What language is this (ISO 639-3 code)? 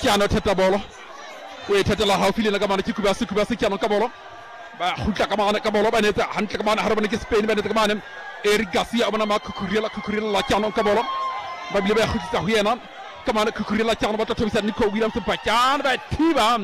sot